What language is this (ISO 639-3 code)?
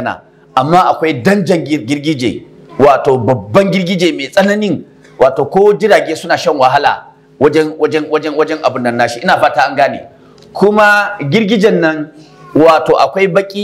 hau